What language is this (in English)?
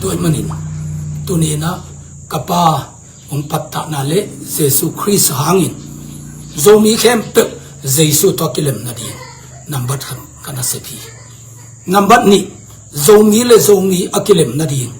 Tedim Chin